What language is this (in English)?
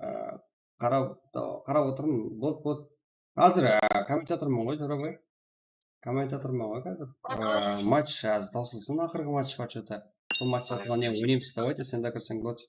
Kara-Kalpak